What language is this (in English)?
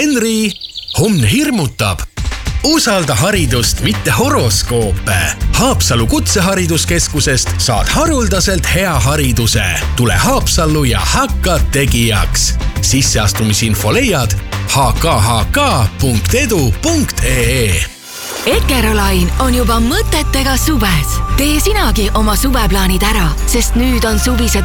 Estonian